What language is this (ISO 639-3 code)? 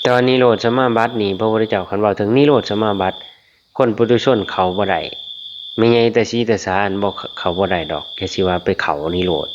lao